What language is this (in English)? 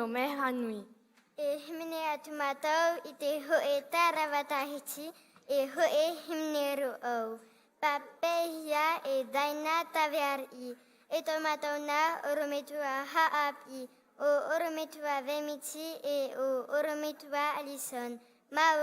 Tahitian